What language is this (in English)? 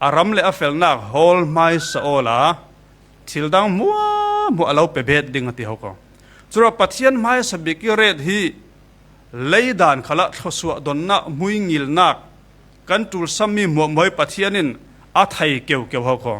Falam Chin